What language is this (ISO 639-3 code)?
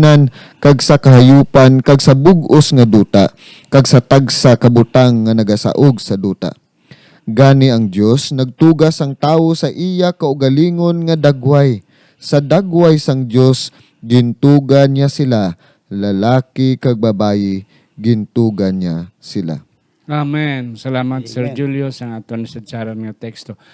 hil